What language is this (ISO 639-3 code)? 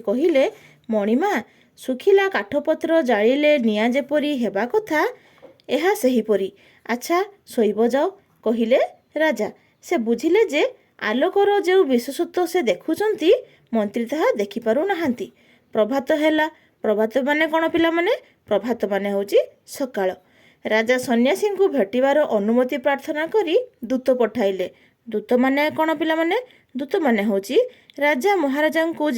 ori